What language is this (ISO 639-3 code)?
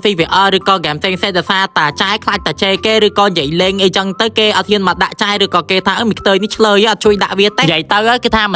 khm